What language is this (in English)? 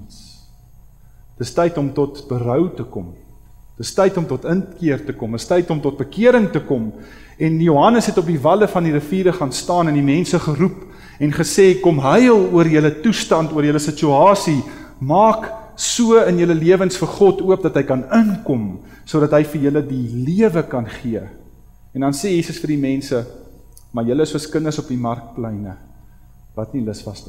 Afrikaans